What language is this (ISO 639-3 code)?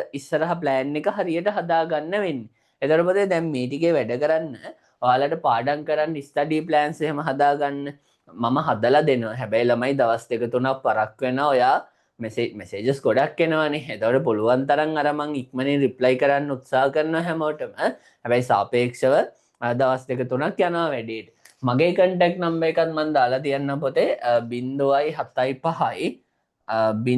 sin